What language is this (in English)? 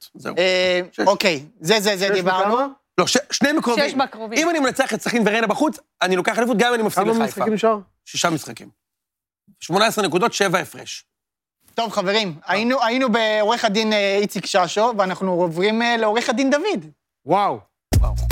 Hebrew